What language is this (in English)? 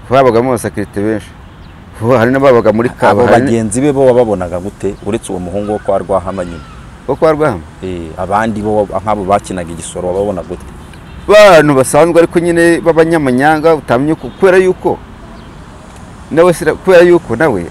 Kinyarwanda